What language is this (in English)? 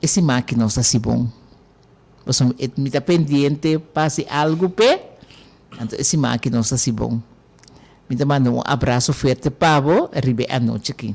Papiamento